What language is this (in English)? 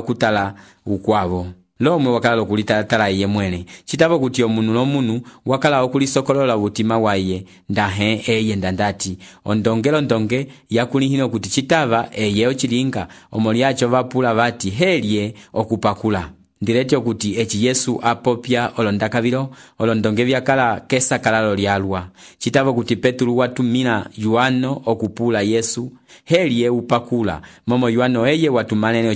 Umbundu